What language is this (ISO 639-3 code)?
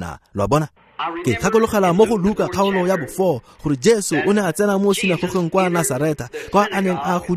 tsn